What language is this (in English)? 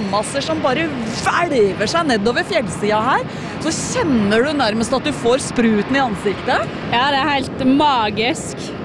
Norwegian